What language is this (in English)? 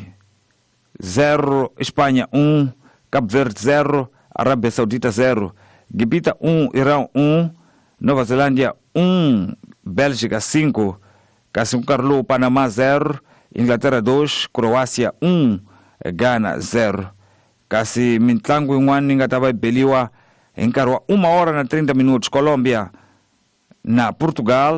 Tsonga